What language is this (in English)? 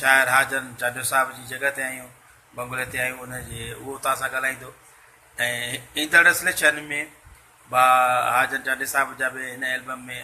Sindhi